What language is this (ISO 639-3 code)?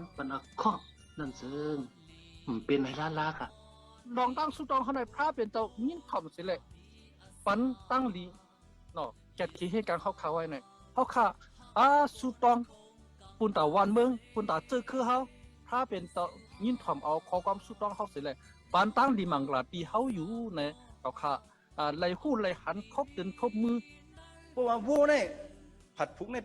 shn